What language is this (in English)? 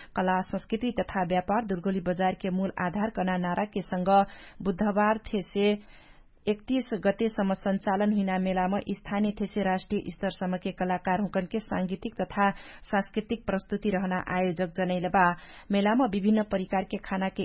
Dangaura Tharu